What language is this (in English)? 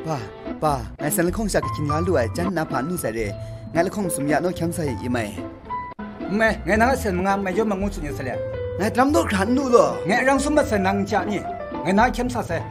Kachin